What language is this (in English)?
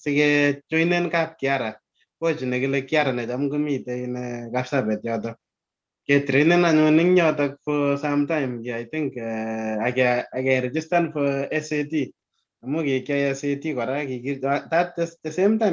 Kalenjin